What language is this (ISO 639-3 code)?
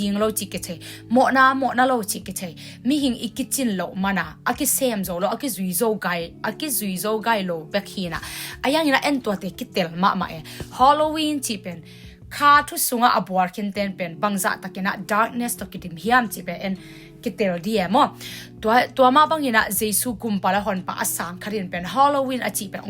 ctd